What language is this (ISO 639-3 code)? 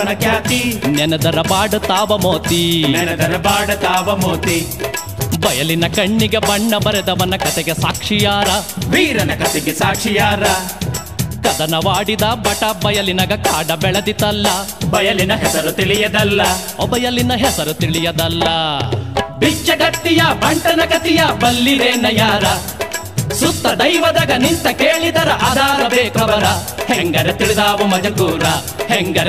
kan